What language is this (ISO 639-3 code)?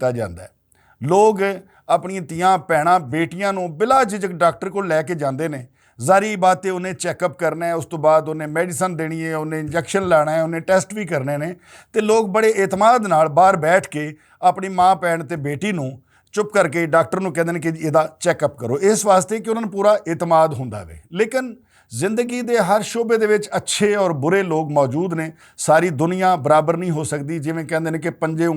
lah